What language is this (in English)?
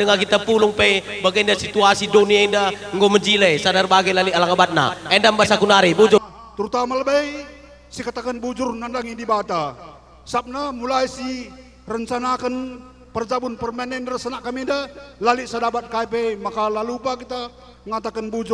Batak Karo